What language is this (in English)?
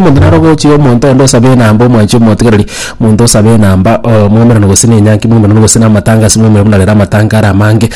Gusii